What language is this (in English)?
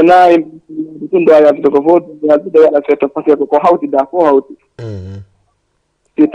Fula